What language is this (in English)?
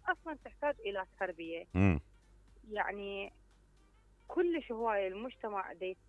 Mesopotamian Arabic